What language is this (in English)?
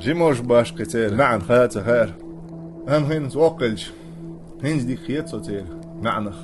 Chechen